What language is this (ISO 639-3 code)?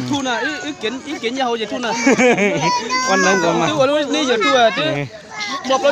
hmn